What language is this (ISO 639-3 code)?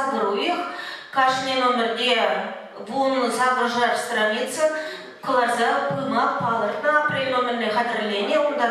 chv